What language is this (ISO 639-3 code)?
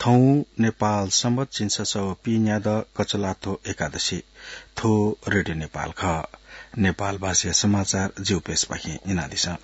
new